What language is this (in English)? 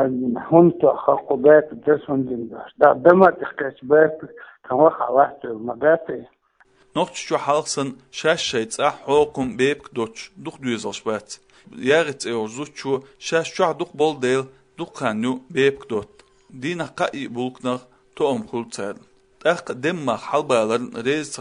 Chechen